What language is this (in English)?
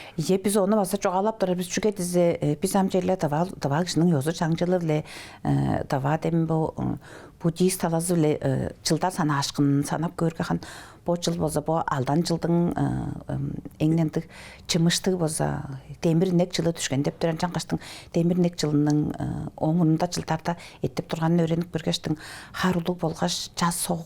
Tuvinian